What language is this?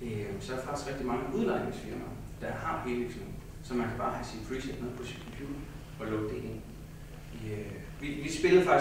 Danish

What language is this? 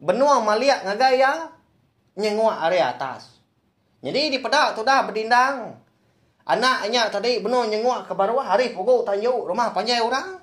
Iban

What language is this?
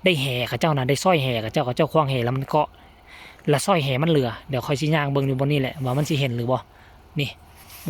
Lao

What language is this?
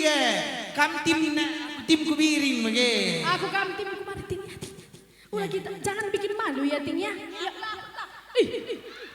Batak Karo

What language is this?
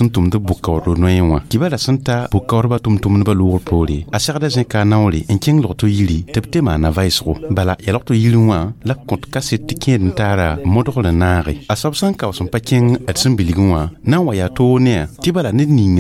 Mossi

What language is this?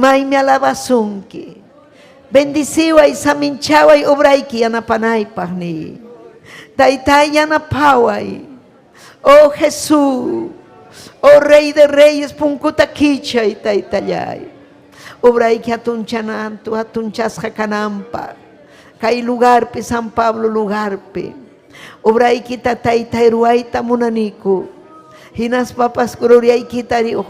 Ayacucho Quechua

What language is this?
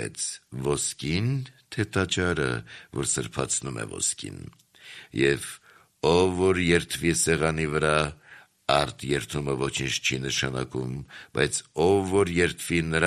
Armenian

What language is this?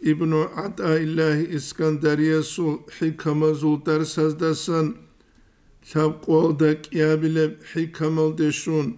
Avaric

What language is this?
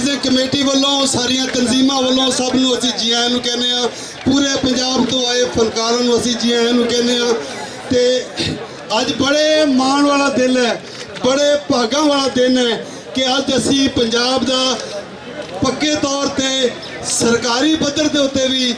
Western Panjabi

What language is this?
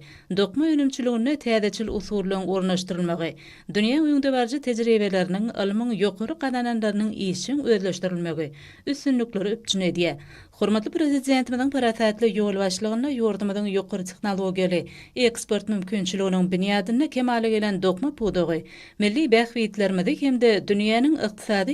Turkmen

